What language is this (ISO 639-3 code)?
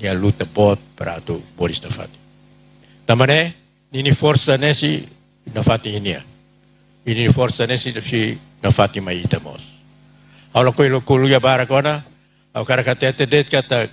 tet